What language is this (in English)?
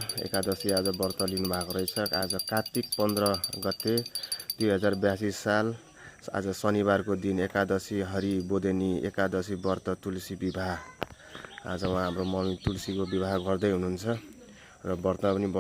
Nepali